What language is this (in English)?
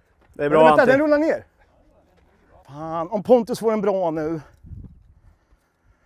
Swedish